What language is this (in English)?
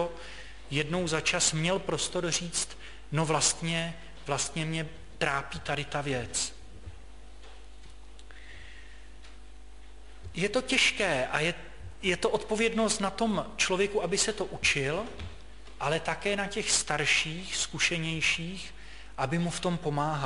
Czech